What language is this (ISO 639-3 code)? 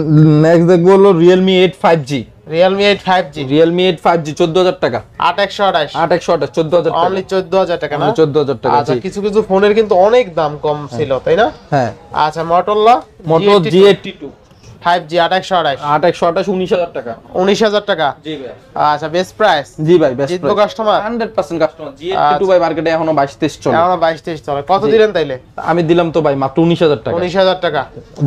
ben